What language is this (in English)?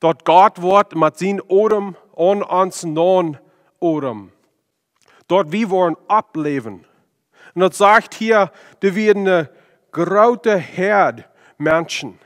Plautdietsch